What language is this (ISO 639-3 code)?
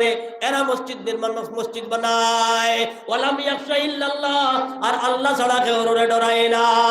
syl